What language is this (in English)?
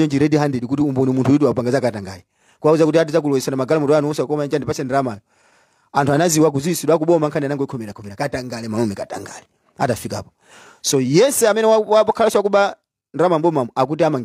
Nyanja